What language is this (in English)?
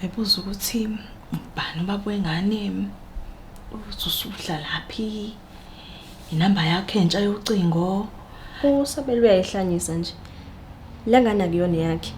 Zulu